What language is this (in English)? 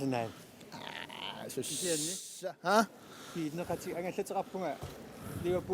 Kalaallisut